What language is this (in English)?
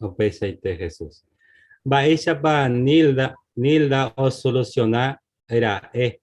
Guarani